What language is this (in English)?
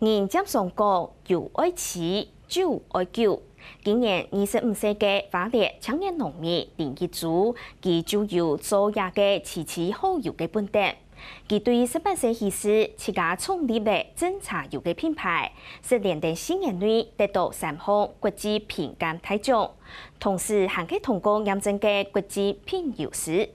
Hakka Chinese